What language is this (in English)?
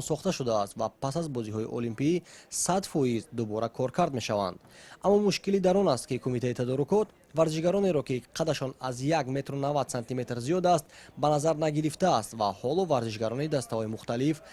Tajik